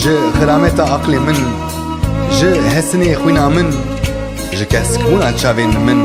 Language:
Kurdish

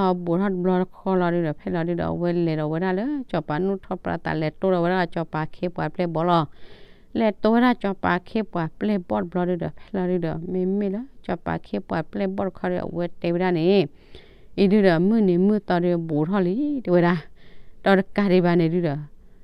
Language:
S'gaw Karen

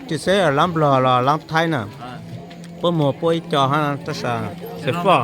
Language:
Hmong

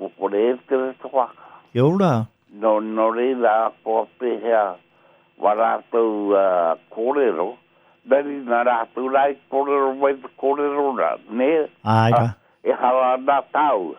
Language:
Māori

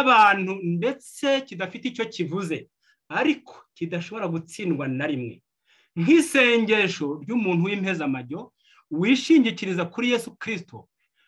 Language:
Kinyarwanda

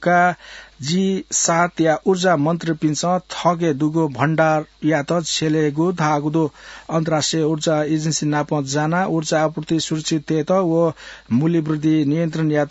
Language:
Newari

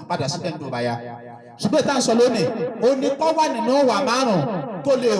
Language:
Yoruba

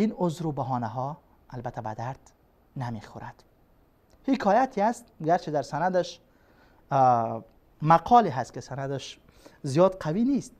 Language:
Persian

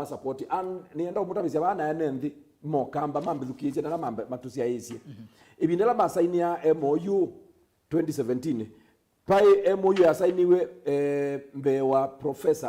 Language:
Kamba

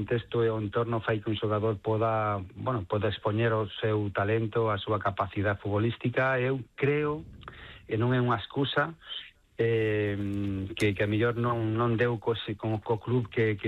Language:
Galician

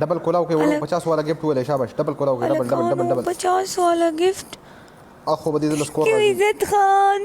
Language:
Pashto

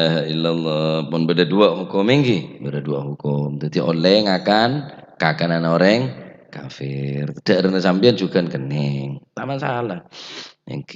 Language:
Madurese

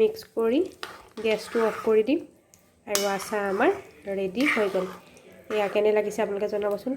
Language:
Assamese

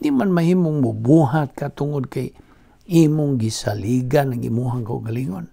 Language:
Cebuano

